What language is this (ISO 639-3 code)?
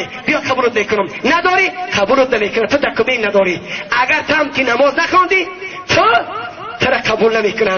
tgk